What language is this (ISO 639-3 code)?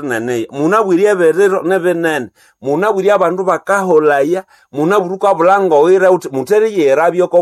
nnb